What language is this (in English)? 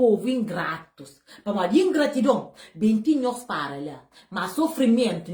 Kabuverdianu